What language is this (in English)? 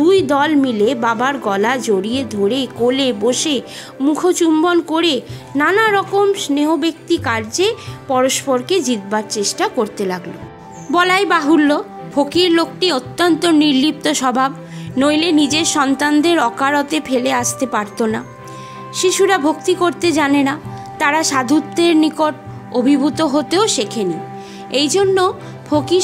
Bangla